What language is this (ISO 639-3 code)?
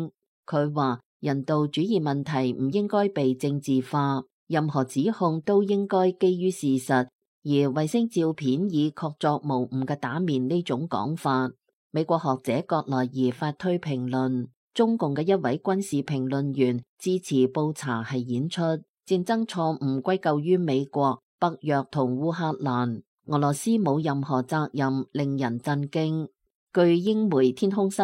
yue